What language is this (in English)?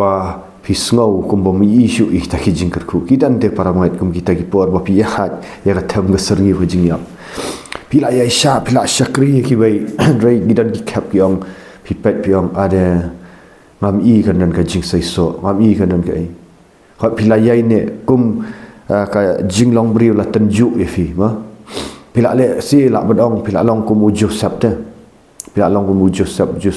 Khasi